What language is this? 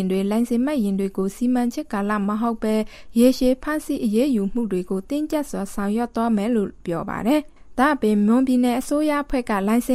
Burmese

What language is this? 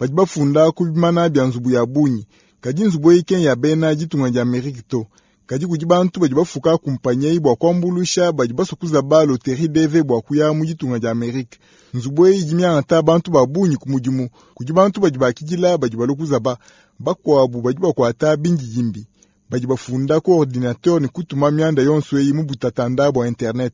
Luba-Lulua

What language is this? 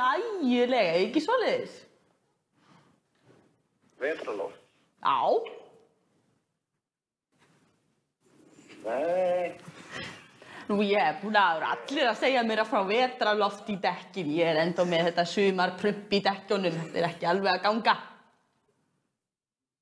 Icelandic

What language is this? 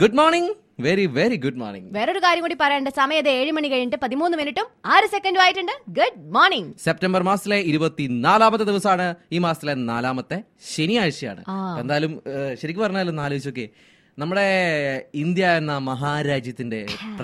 Malayalam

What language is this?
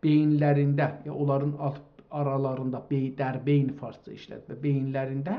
South Azerbaijani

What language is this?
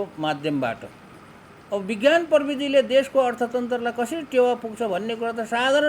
Nepali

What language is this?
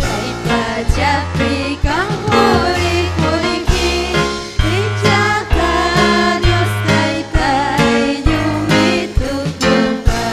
Ayacucho Quechua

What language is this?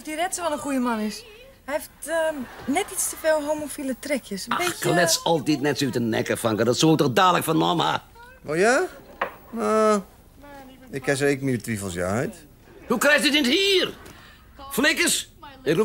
Western Frisian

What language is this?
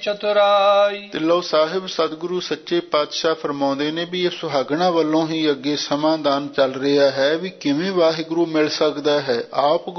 Punjabi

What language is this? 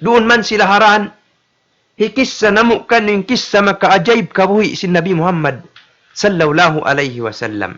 Tausug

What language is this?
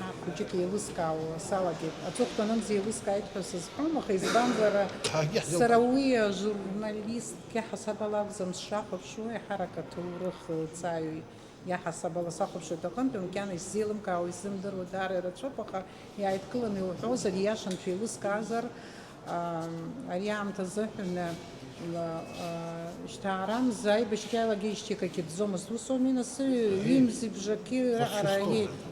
Abkhazian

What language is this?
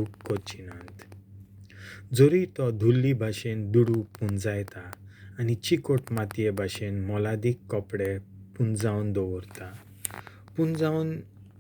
Konkani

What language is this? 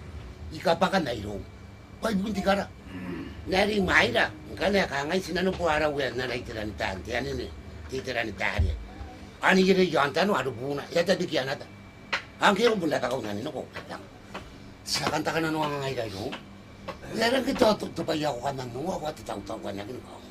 Gilbertese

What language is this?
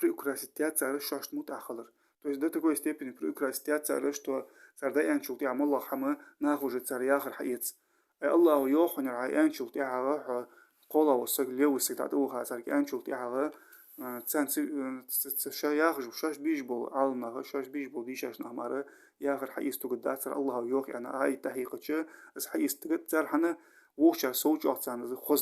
Ingush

